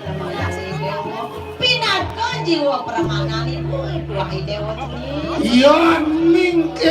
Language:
Balinese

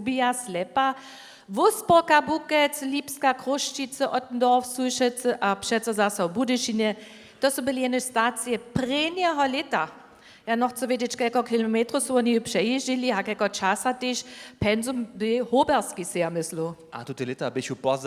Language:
Upper Sorbian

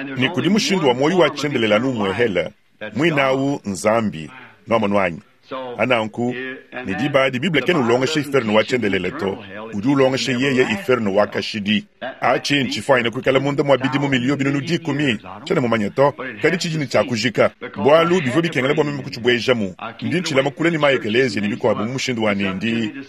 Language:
Luba-Lulua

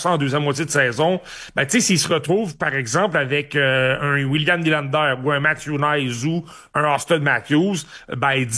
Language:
French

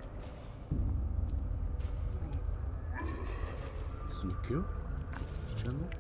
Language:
Japanese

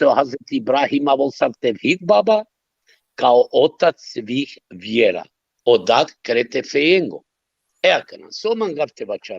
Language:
Balkan Romani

